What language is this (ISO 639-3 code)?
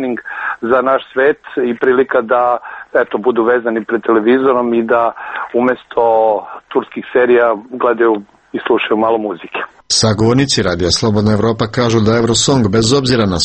srp